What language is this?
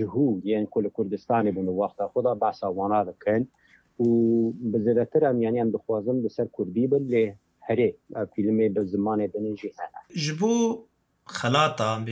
Kurdish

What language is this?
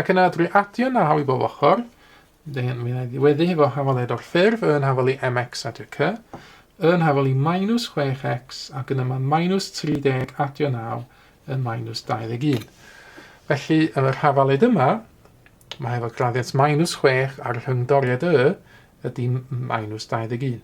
Welsh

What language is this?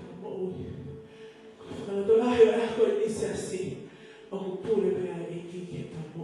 Tongan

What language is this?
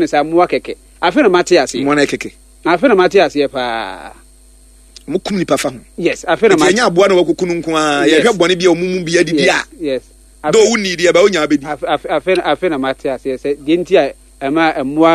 Akan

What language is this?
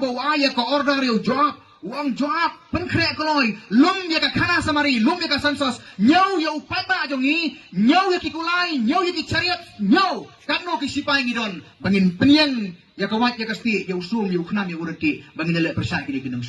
Khasi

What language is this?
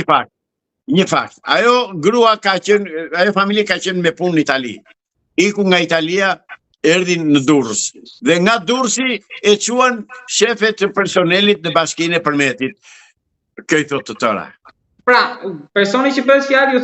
Albanian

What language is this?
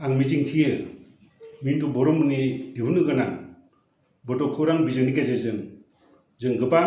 Bodo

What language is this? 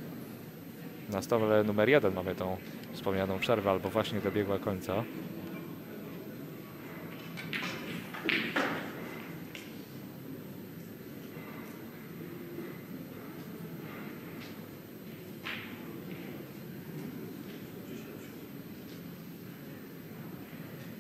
Polish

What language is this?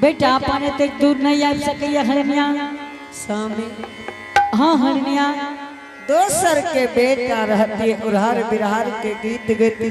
Angika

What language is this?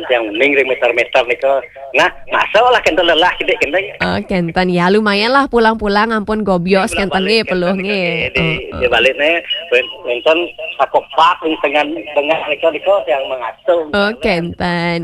Balinese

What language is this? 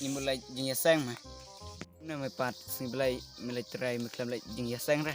Khasi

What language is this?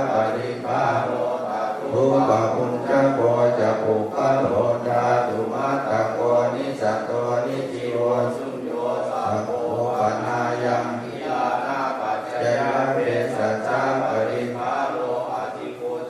Pali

